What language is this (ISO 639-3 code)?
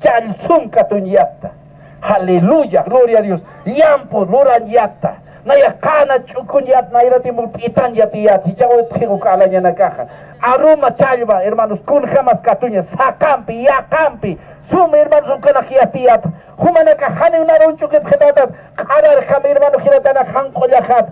aym